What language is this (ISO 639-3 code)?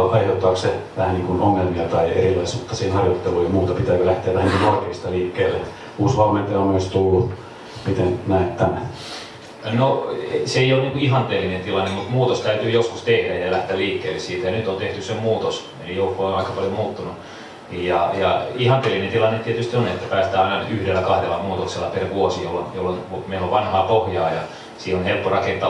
fin